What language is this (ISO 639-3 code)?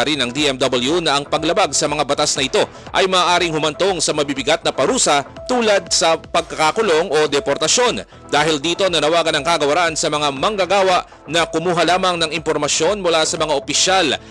fil